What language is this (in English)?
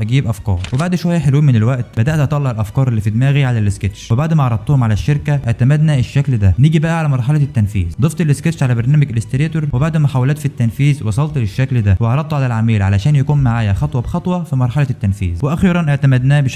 Egyptian Arabic